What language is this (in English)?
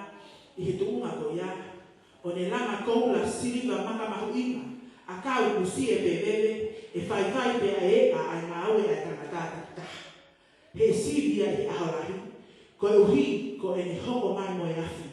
Tongan